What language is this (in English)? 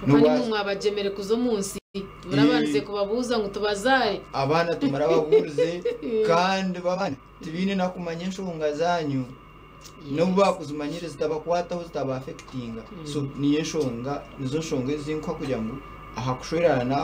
Nyankole